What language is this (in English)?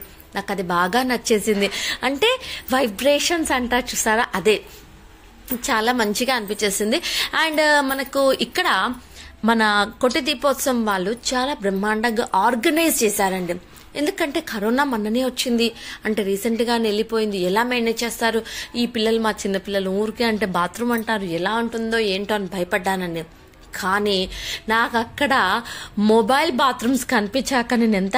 Telugu